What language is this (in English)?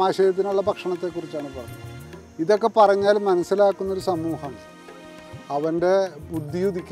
Malayalam